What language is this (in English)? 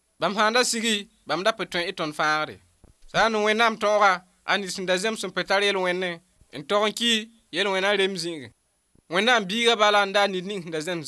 Mossi